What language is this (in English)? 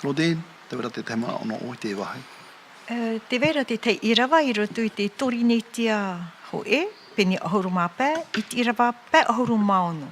Tahitian